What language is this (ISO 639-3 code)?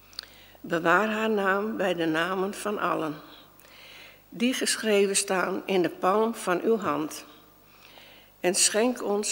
nld